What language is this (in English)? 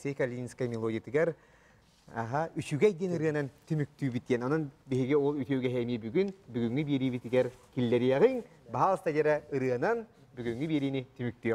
Yakut